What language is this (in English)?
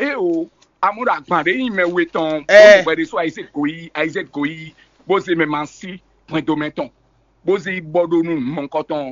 Fon